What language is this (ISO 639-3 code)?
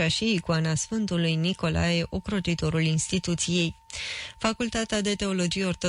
ron